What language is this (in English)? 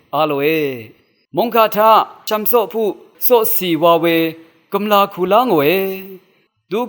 Rawang